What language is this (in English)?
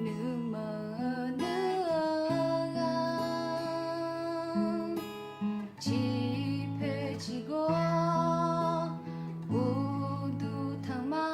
Akha